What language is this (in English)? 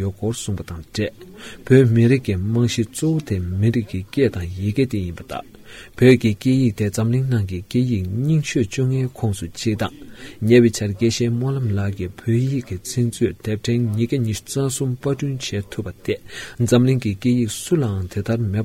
Tibetan